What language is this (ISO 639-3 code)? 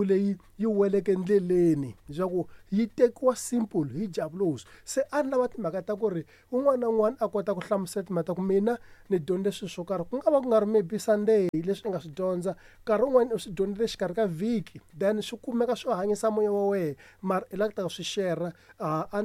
tso